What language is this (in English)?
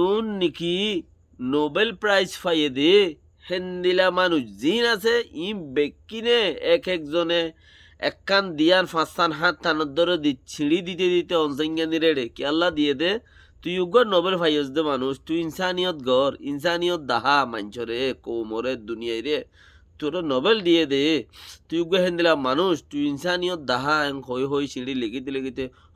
Rohingya